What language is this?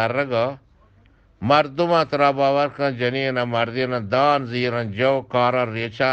Eastern Balochi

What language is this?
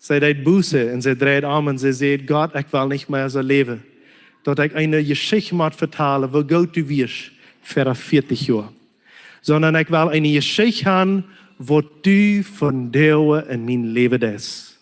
Plautdietsch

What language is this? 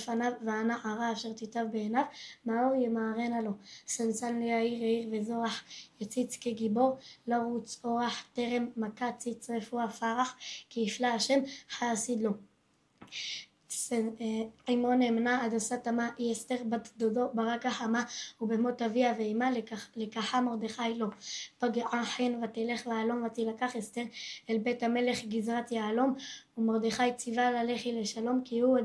Hebrew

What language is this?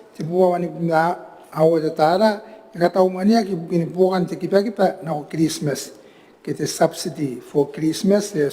Gilbertese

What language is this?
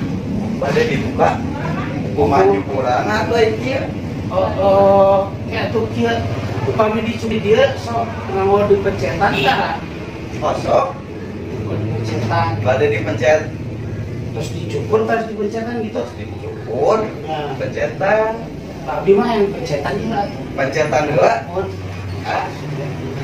Sundanese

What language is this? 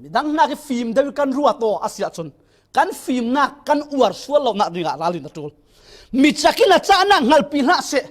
Falam Chin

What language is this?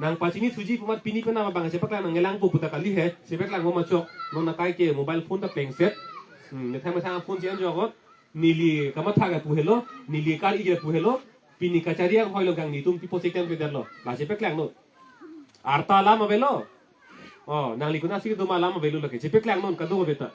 Karbi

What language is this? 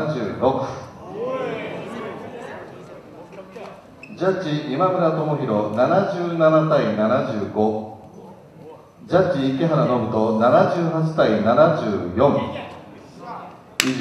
Japanese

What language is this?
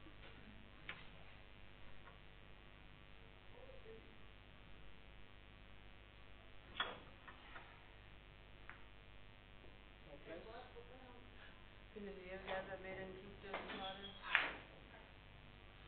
Danish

